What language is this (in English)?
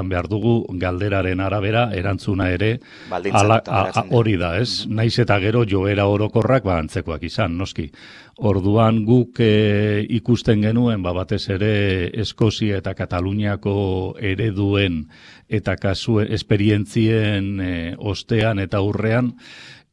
Basque